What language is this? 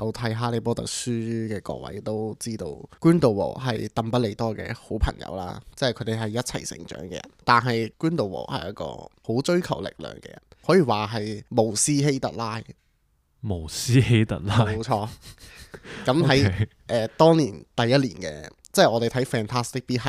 Cantonese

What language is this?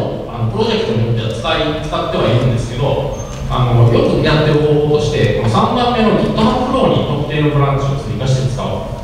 Japanese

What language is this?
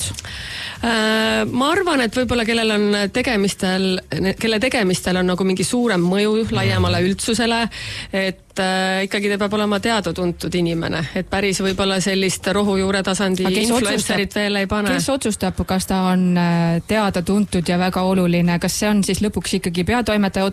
Estonian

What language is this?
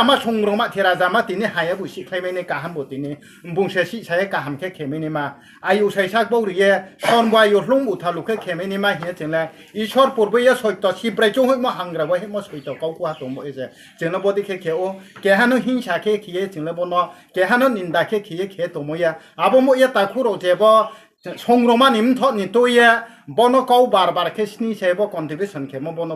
Riang (India)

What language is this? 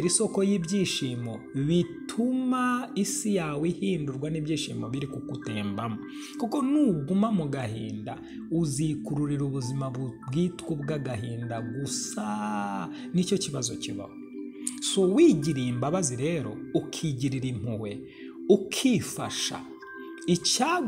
Kinyarwanda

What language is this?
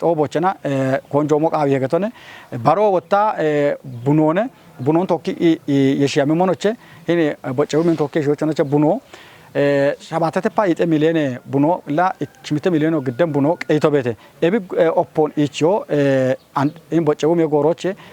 Kafa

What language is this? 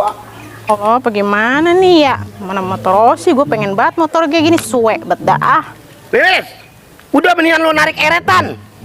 Betawi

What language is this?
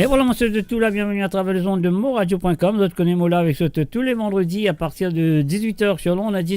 Morisyen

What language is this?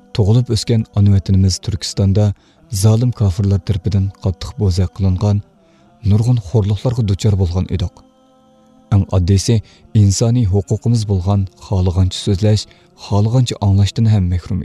Uyghur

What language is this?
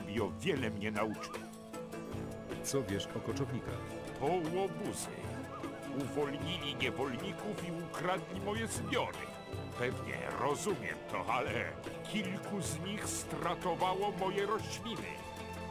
Polish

